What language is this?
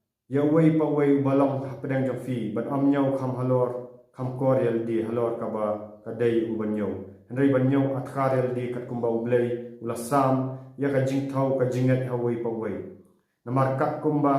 Khasi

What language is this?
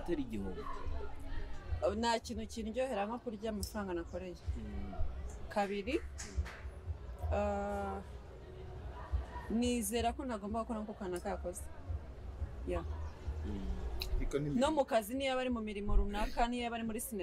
Kinyarwanda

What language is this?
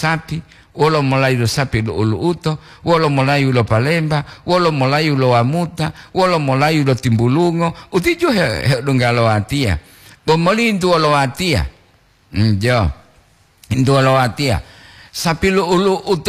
Gorontalo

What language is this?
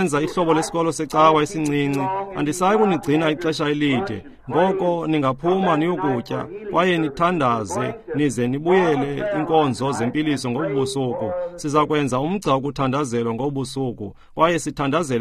Xhosa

